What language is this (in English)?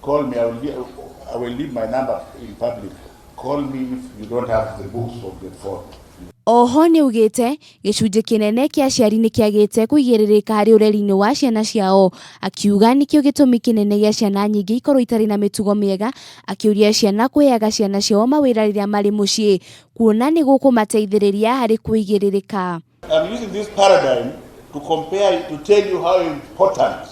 Kikuyu